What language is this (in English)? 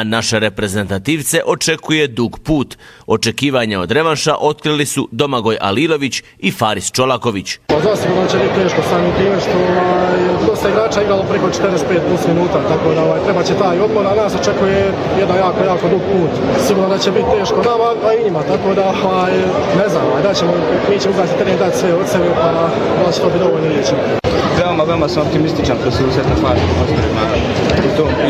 Bosnian